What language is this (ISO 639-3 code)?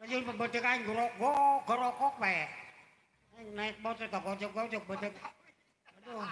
sun